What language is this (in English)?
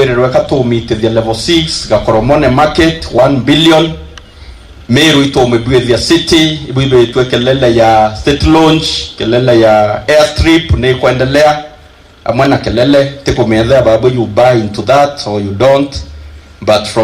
Meru